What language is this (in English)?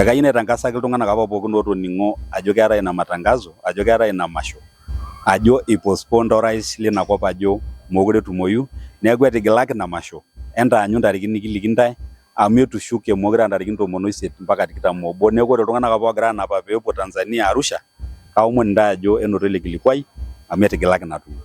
Masai